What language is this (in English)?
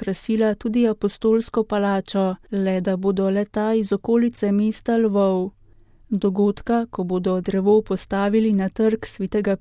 Slovenian